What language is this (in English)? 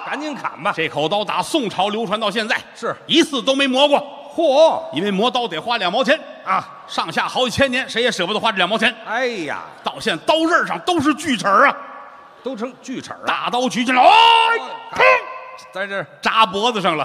Chinese